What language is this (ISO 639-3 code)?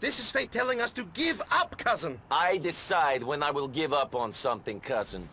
bar